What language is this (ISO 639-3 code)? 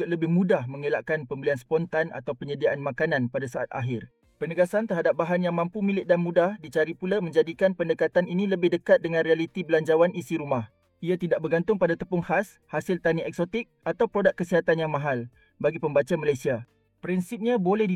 msa